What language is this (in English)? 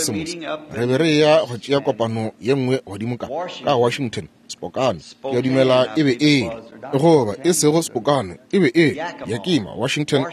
Northern Sotho